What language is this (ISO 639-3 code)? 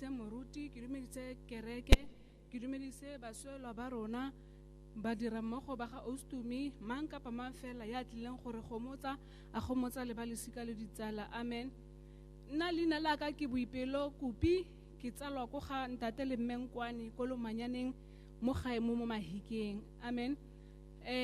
tsn